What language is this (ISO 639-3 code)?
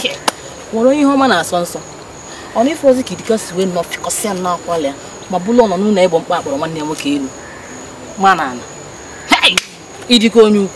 ibo